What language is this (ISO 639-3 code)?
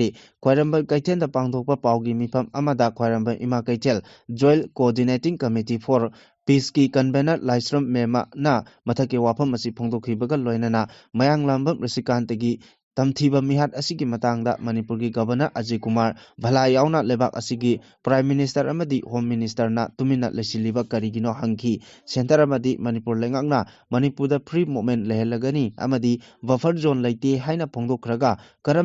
mni